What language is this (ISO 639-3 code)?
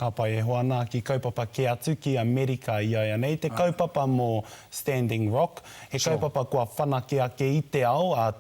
mri